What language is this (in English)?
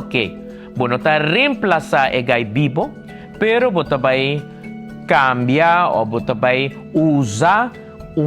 Papiamento